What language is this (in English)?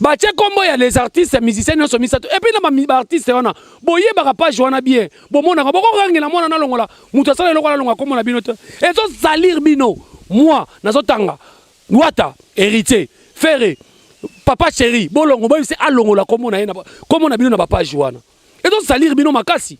Lingala